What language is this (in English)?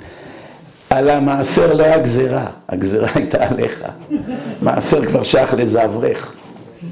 Hebrew